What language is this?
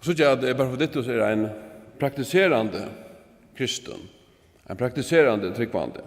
Faroese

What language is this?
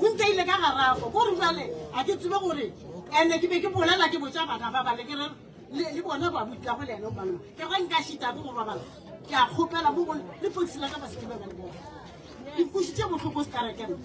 Northern Sotho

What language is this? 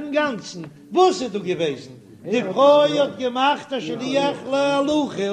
Yiddish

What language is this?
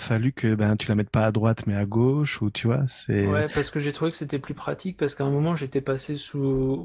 French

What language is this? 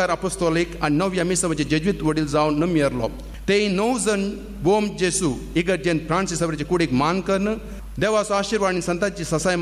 Konkani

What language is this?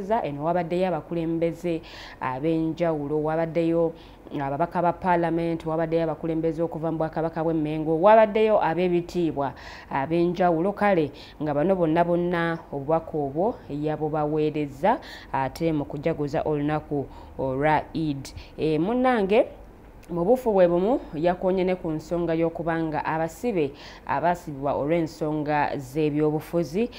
Ganda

